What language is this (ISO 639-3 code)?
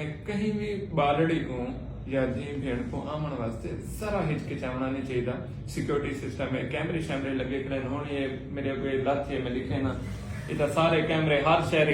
skr